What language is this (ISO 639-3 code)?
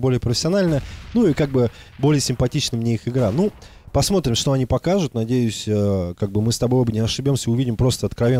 rus